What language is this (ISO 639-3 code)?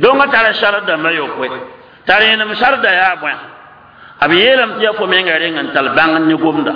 mos